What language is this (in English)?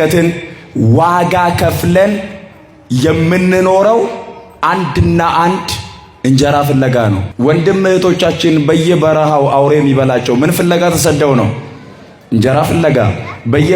Amharic